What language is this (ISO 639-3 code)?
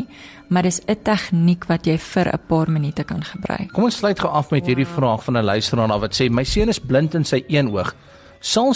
afr